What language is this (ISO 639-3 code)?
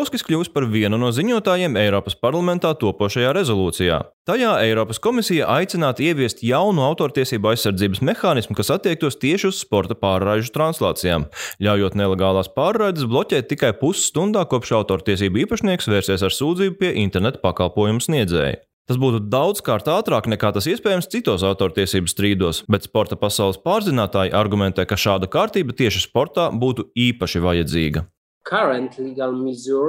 lav